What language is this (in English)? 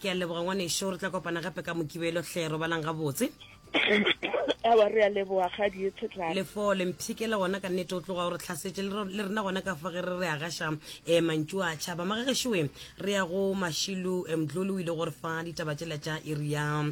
Northern Sotho